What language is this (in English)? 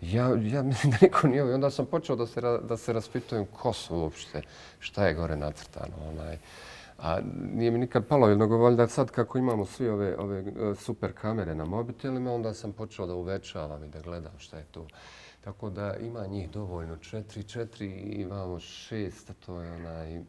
Bosnian